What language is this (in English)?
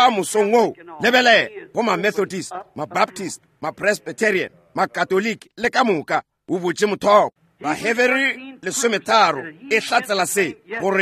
Northern Sotho